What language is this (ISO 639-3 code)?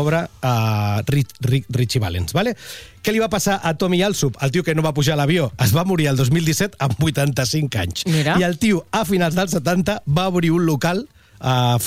cat